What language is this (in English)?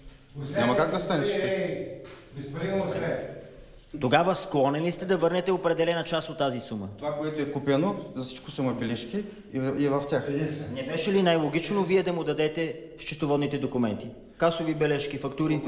Bulgarian